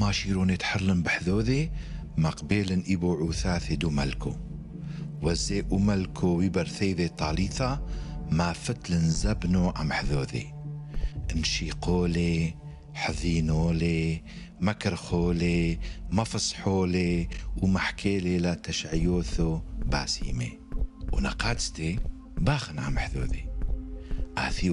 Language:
Turoyo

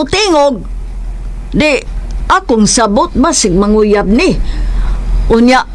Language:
Cebuano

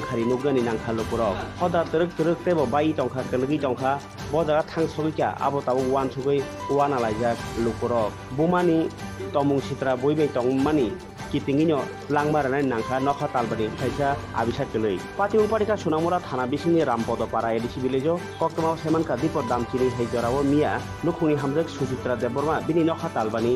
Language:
Kok Borok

